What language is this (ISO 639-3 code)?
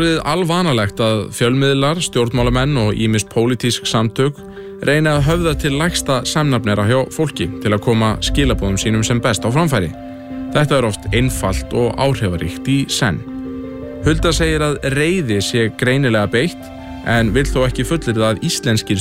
isl